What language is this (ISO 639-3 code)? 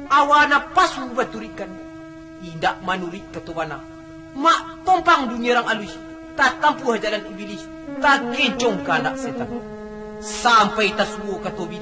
min